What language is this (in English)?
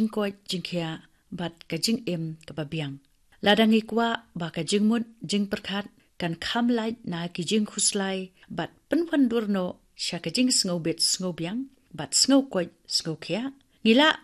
Khasi